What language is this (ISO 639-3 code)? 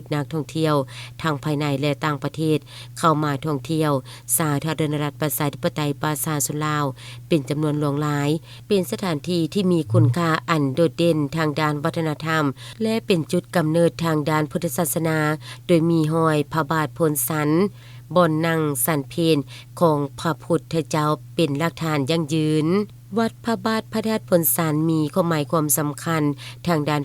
lao